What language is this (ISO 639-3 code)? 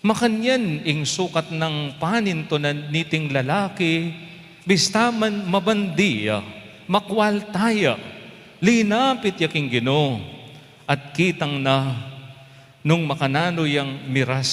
pam